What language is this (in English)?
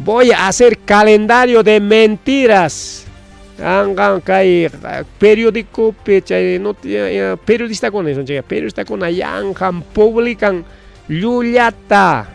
Ayacucho Quechua